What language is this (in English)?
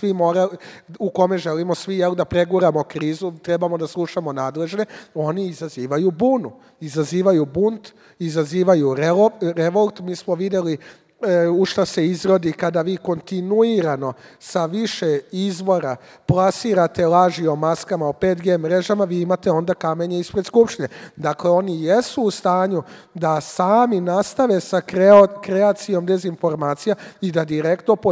Serbian